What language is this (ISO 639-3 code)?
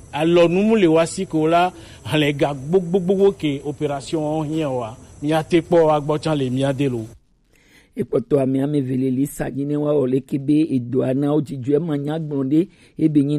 gej